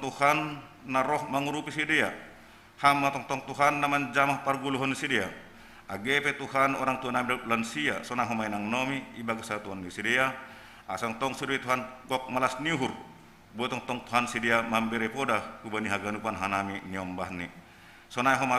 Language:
Batak Simalungun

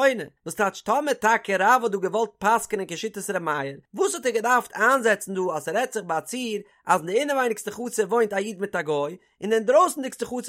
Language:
Yiddish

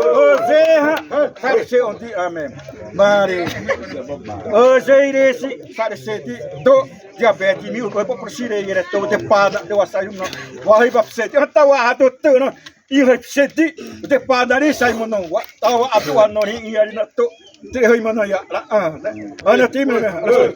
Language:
Xavánte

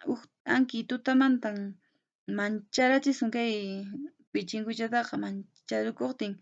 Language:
Quechua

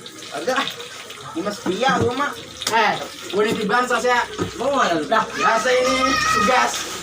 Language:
Betawi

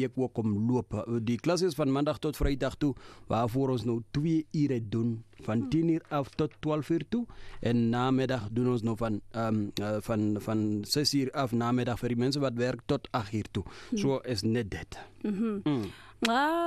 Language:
Afrikaans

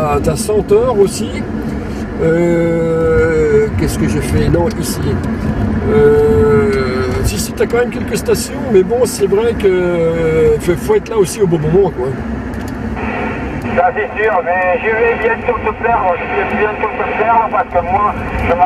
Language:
French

